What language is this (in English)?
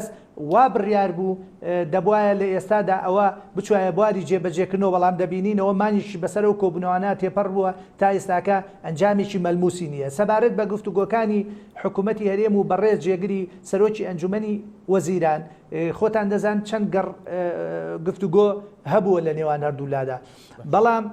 Central Kurdish